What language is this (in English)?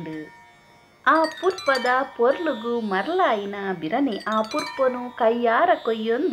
Tulu